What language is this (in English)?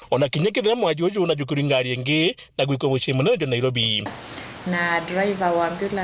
Meru